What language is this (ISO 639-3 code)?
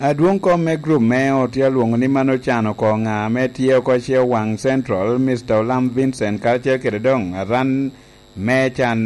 laj